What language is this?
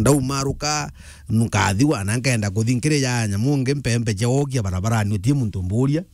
Meru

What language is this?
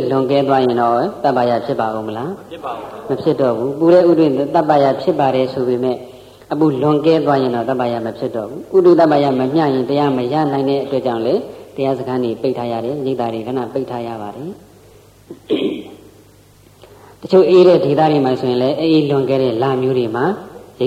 Burmese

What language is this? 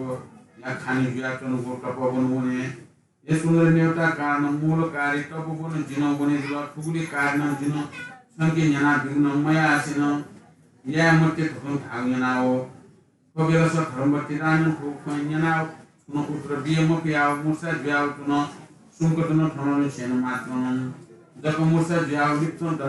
Newari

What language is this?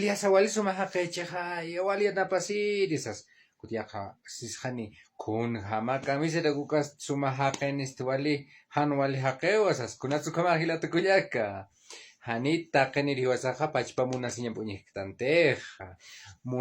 Aymara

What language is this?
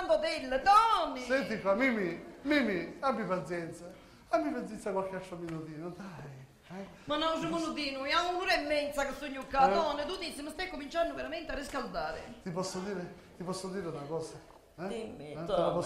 Sicilian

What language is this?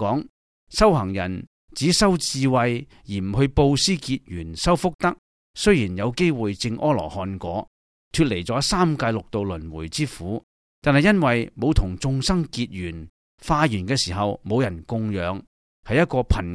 Cantonese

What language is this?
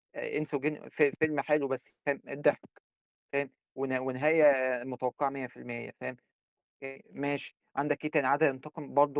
Egyptian Arabic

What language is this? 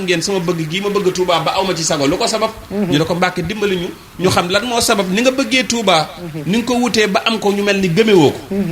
Wolof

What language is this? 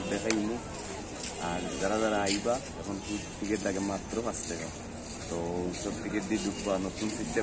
Sylheti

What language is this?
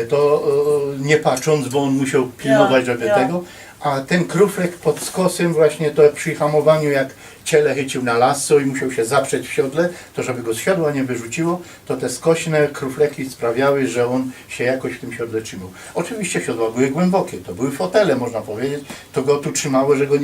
Silesian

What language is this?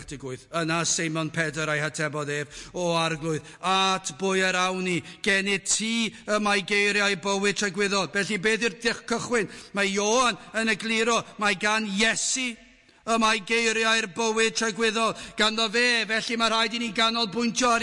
Welsh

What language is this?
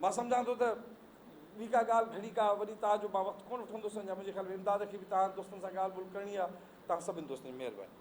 Sindhi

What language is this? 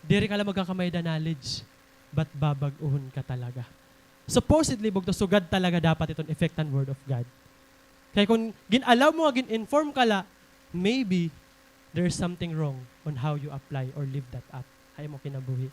Waray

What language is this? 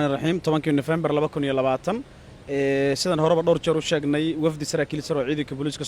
Somali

